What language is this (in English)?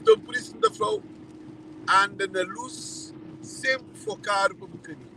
Kabuverdianu